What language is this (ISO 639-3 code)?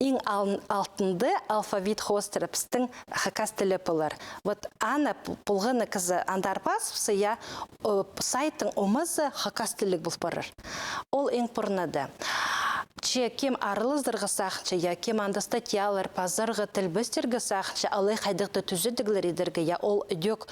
kjh